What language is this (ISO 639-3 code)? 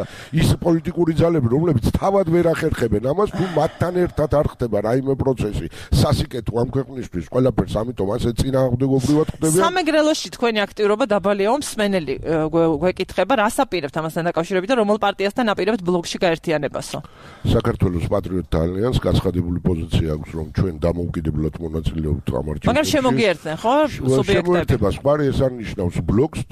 kat